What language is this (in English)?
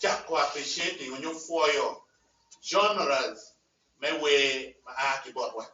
Acoli